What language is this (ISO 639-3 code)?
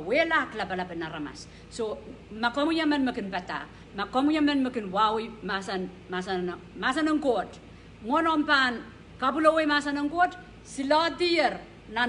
pon